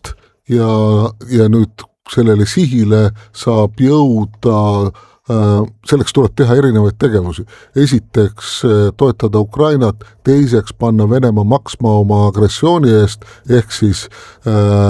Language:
Estonian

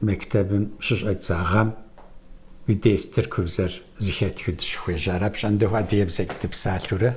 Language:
Kabardian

